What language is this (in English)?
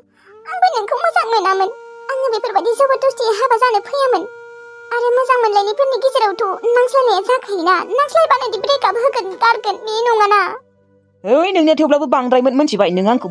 Bodo